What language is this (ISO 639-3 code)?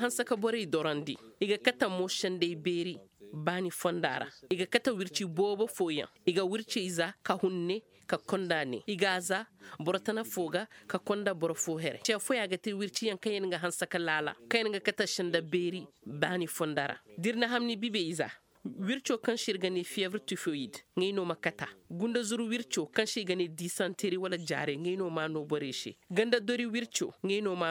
ses